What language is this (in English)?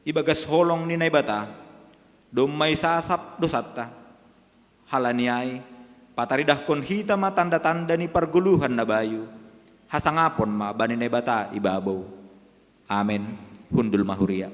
Batak Simalungun